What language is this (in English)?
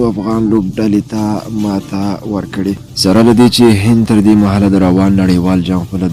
Pashto